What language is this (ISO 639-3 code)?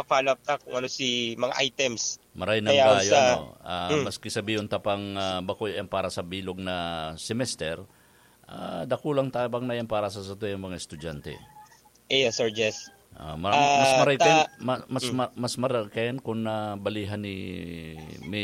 bik